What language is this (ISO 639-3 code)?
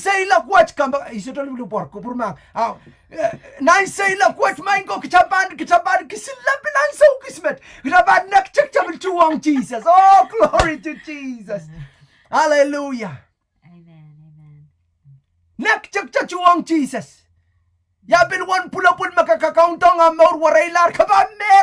pon